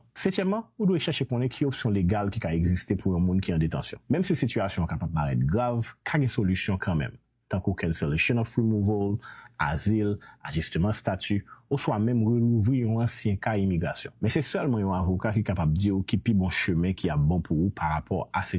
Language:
Haitian Creole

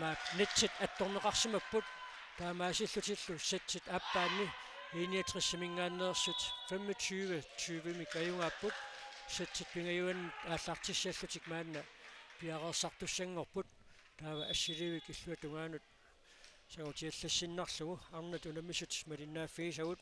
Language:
Kalaallisut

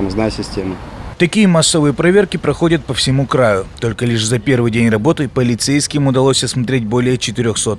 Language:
Russian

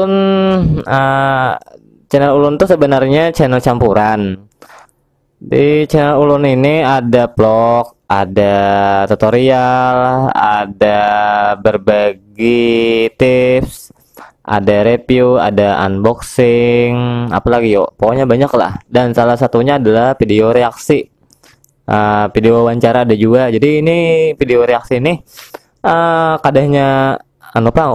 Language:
Banjar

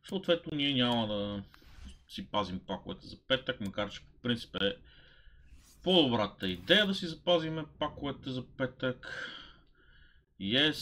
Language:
Bulgarian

